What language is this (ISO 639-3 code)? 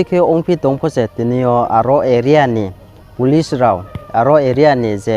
ria